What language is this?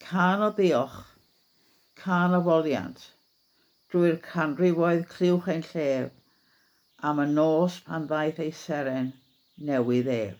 Welsh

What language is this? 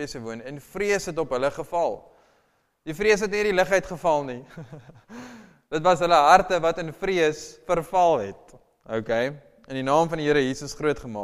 Afrikaans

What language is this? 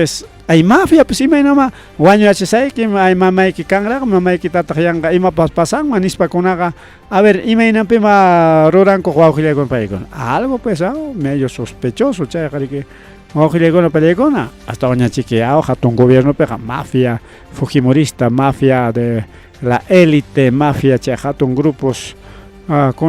Ayacucho Quechua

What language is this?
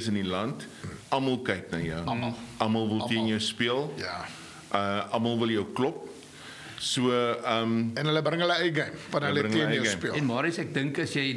Afrikaans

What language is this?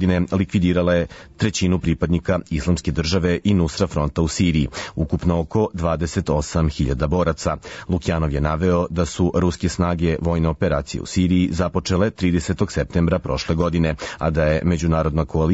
Serbian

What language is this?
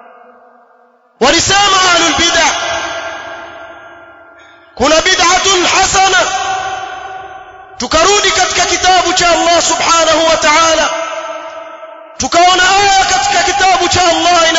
Swahili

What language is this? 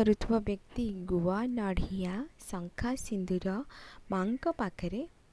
Odia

